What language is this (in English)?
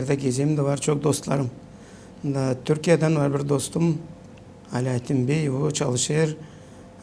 Gagauz